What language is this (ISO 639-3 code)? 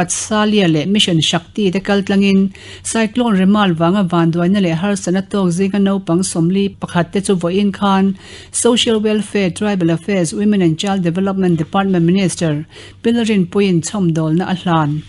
lus